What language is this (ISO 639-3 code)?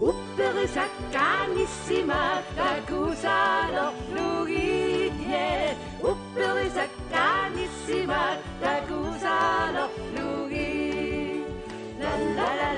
kal